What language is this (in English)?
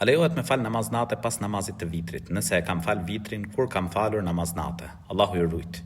Albanian